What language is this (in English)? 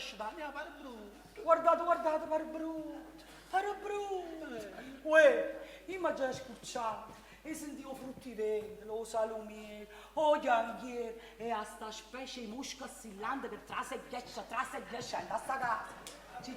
Neapolitan